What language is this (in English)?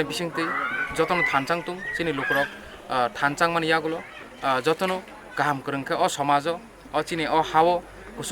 Kok Borok